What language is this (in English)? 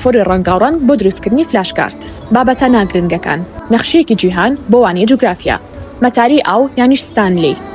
Central Kurdish